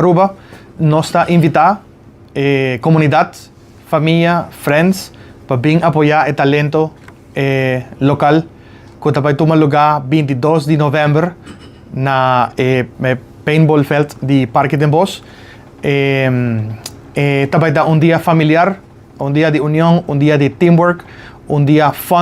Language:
Papiamento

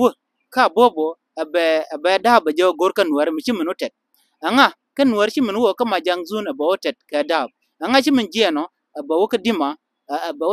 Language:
Nuer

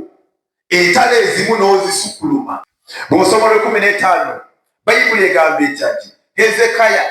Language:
Ganda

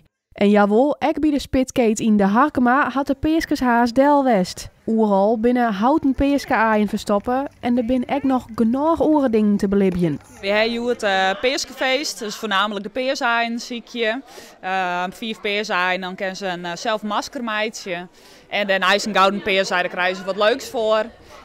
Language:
Western Frisian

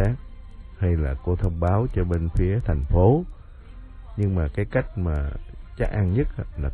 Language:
Vietnamese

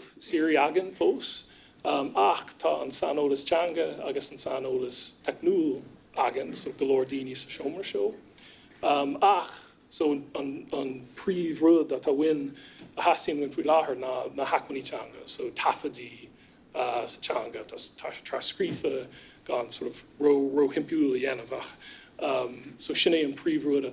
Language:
Irish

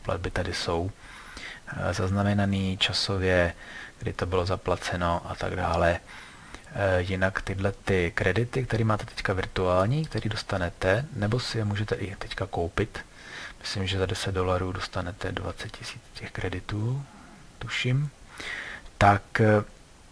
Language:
Czech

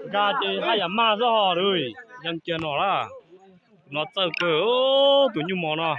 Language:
Hmong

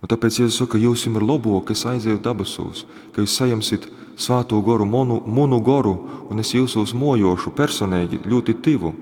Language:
Latgalian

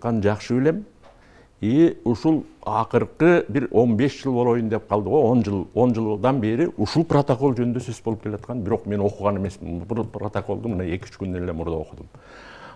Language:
Kyrgyz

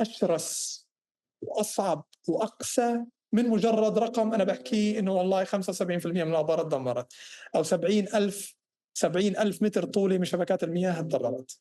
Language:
North Levantine Arabic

